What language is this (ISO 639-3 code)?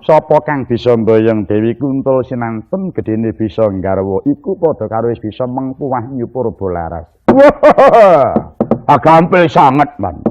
jav